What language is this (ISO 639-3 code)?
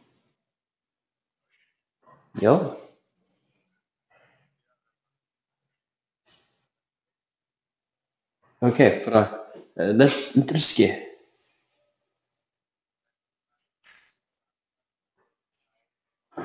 isl